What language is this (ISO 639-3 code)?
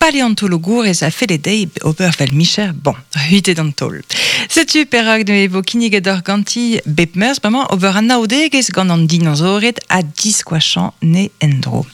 bre